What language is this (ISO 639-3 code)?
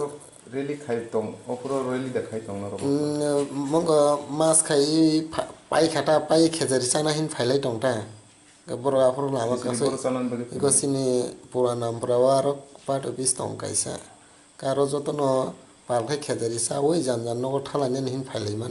trp